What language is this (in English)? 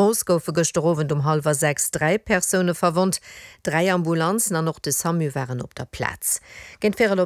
Luxembourgish